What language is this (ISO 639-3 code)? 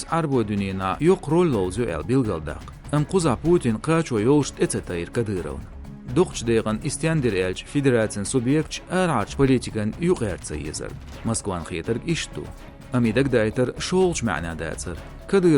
che